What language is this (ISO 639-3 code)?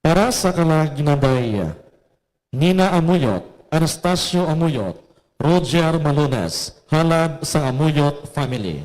hil